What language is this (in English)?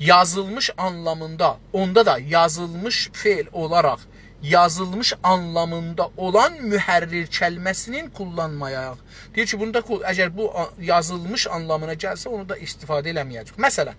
South Azerbaijani